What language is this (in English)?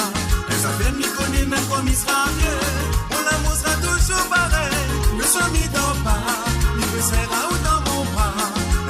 Morisyen